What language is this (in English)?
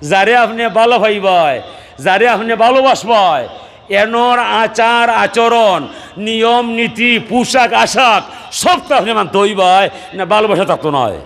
Sylheti